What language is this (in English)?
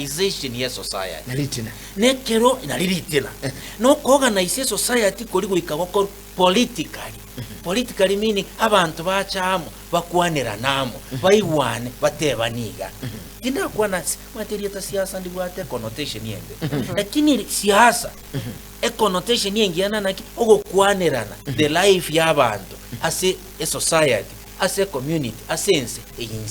Gusii